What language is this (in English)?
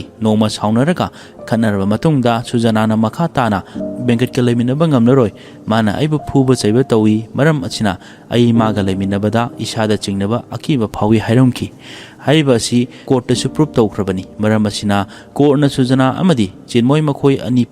Manipuri